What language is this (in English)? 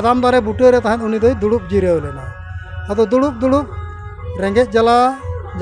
Santali